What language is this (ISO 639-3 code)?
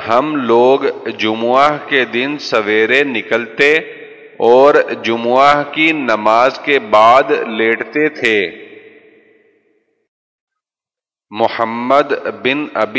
urd